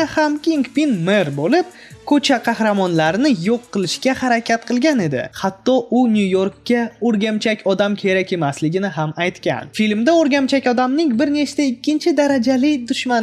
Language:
Uzbek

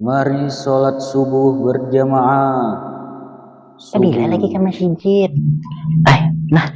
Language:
Banjar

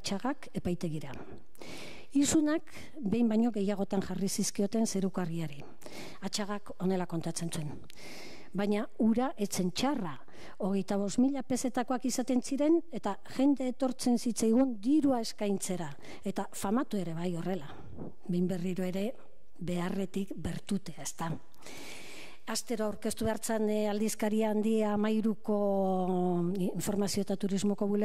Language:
Basque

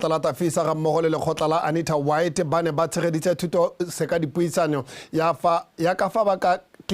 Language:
Tswana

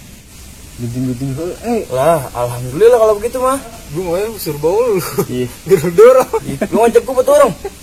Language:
Betawi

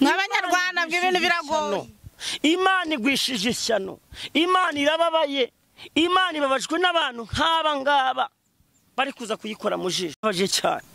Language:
Kinyarwanda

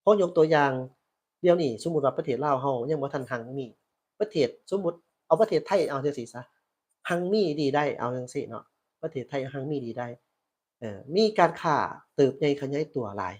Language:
Lao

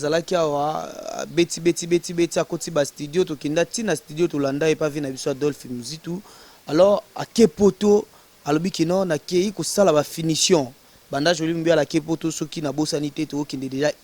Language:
Lingala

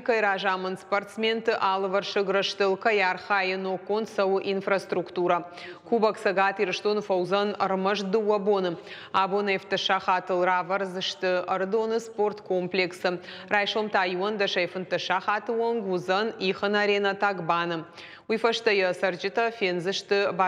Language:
Ossetic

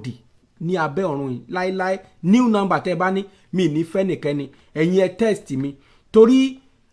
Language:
Yoruba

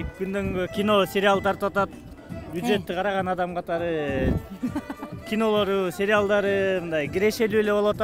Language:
Kyrgyz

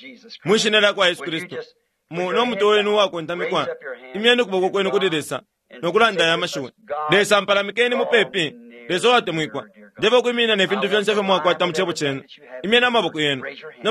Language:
Bemba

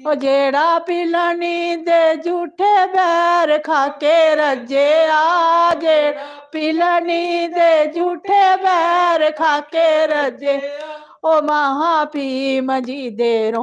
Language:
Dogri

